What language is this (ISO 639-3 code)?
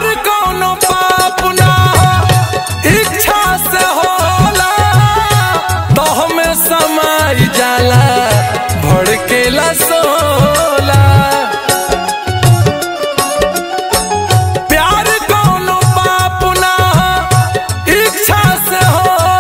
bho